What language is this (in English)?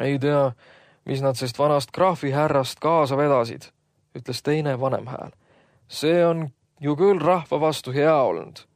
Estonian